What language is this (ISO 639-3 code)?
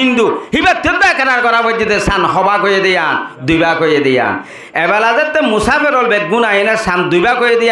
rhg